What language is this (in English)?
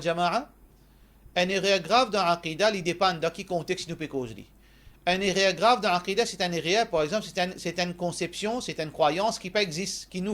Morisyen